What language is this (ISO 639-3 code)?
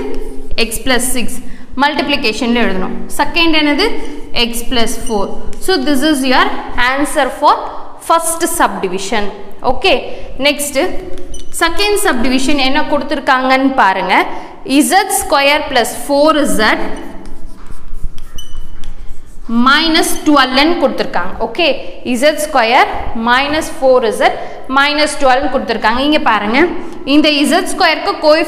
tam